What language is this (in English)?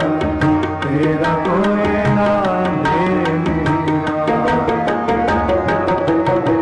Punjabi